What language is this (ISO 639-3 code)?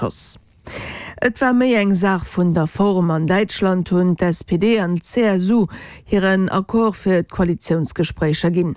ltz